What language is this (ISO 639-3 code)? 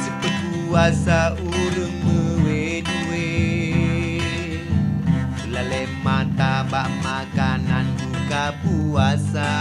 ace